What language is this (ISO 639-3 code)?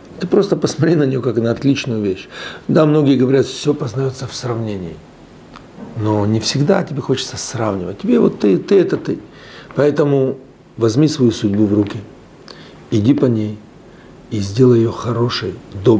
rus